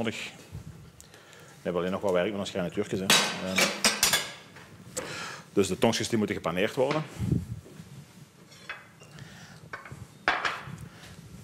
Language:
Dutch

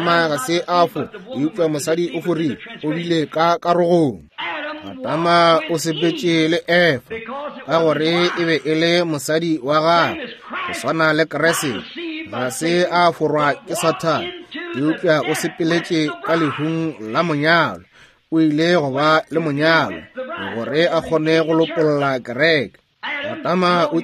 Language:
Northern Sotho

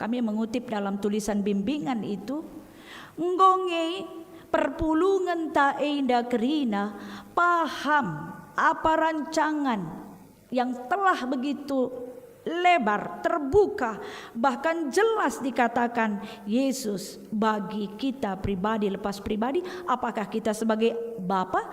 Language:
Batak Karo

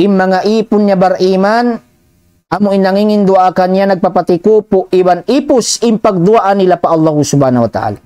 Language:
Tausug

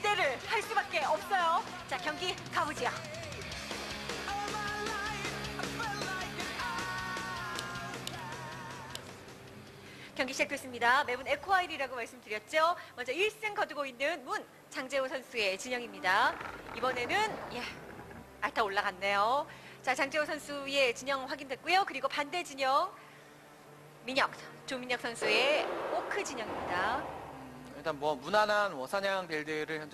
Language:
Korean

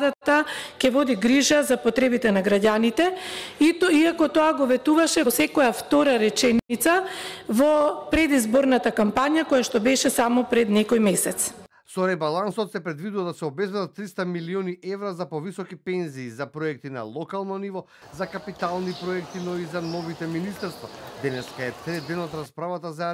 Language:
Macedonian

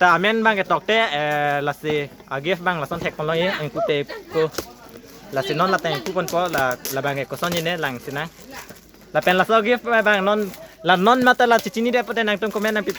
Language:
Karbi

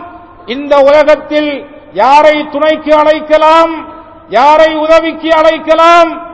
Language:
Tamil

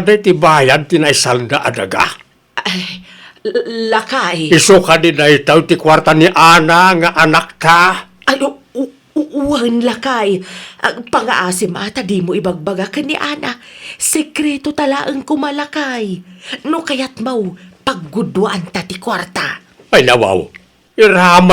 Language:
Iloko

